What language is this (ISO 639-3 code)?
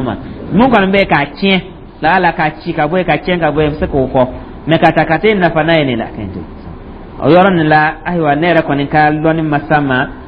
dyu